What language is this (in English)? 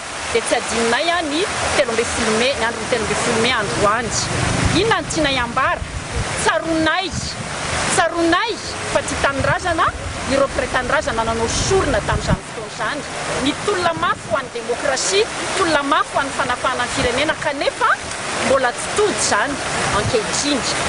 Malagasy